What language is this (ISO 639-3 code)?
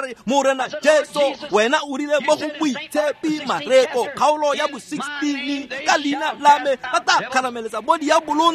tsn